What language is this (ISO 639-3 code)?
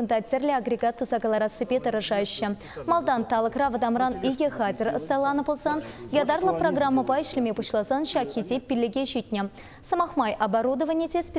chv